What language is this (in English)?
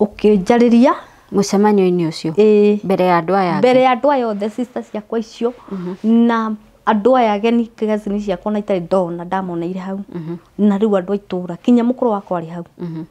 Kikuyu